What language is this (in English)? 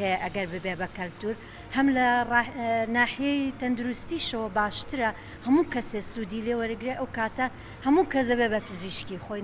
Central Kurdish